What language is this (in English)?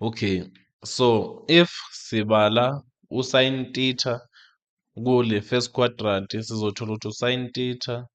Zulu